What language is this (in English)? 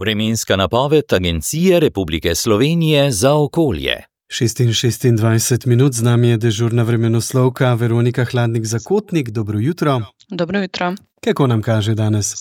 Slovenian